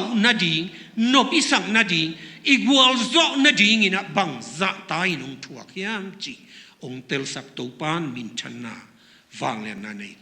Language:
Tedim Chin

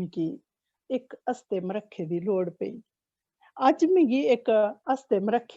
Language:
Dogri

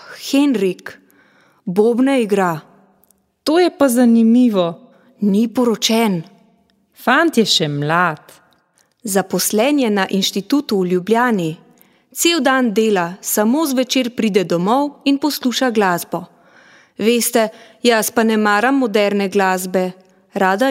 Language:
Slovenian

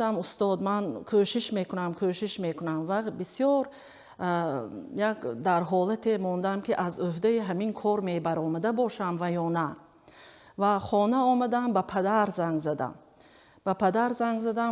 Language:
Tajik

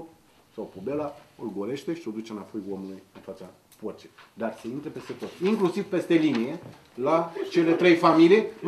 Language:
Romanian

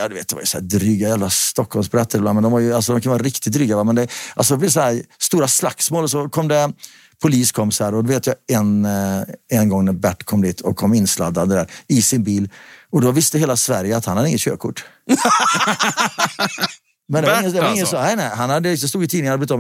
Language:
Swedish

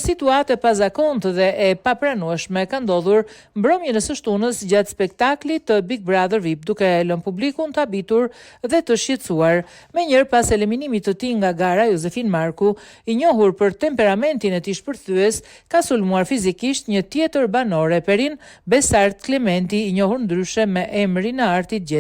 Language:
Albanian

